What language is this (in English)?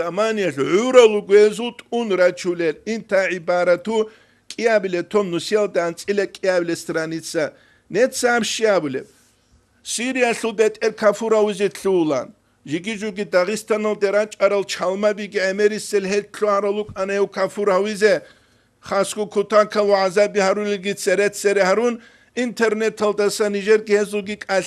Avaric